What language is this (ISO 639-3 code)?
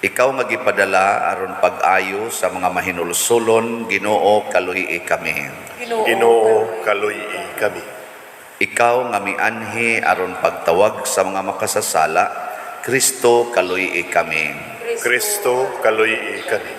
ceb